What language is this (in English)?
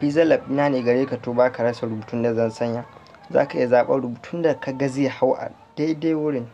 Hausa